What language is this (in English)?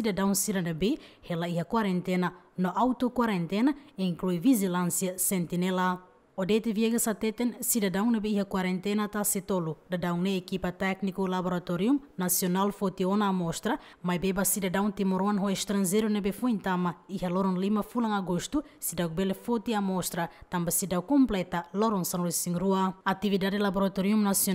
Tetum